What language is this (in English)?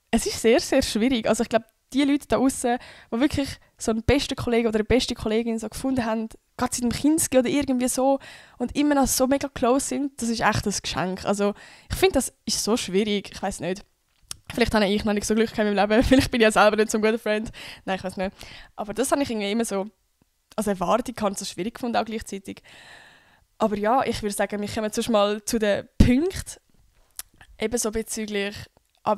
Swiss German